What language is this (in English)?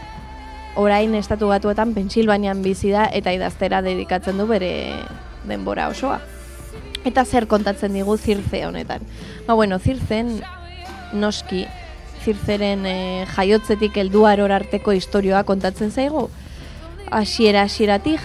Basque